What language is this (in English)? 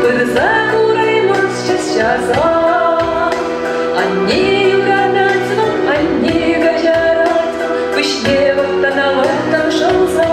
Chuvash